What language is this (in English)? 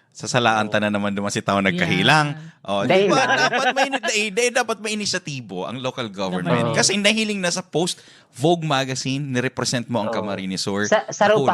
Bikol